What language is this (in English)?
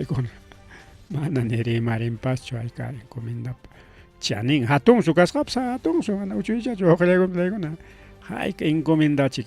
Ayacucho Quechua